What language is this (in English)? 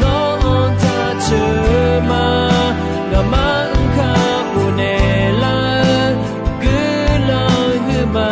Akha